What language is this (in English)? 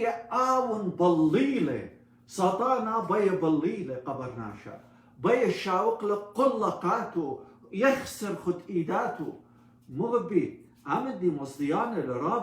Assyrian Neo-Aramaic